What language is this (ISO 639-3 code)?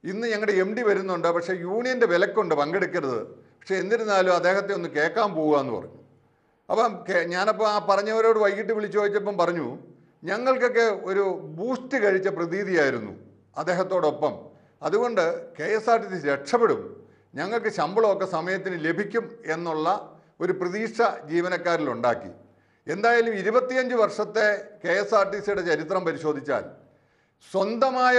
mal